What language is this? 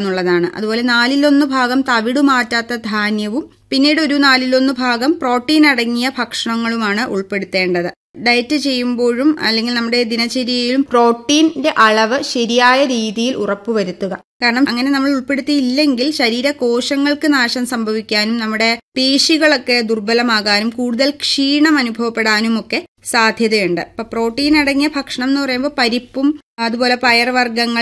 Malayalam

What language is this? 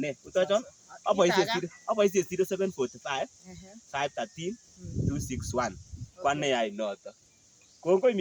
Kalenjin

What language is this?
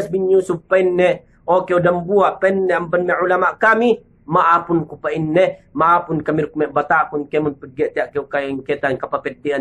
Yakan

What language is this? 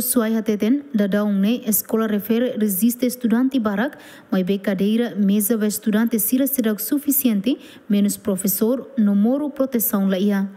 Tetum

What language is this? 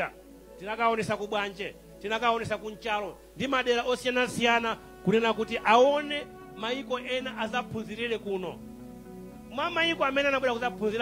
Nyanja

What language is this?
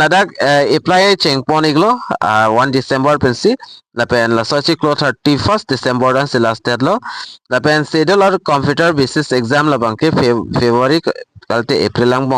Karbi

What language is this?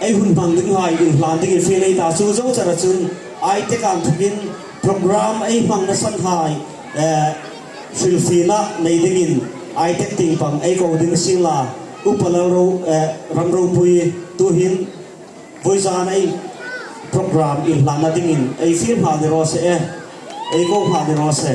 Hmar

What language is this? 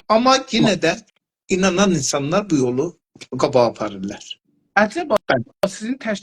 South Azerbaijani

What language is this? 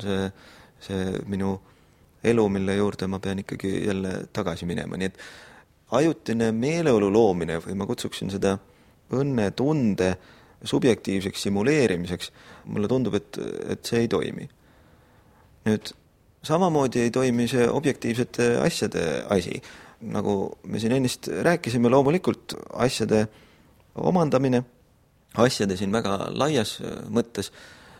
Estonian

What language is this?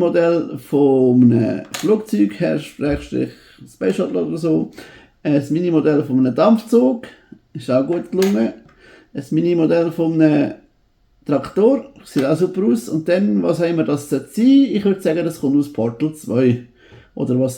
Swiss German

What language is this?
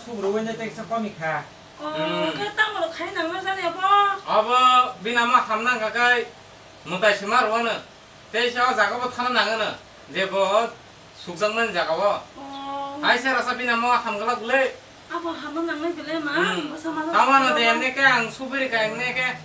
Kok Borok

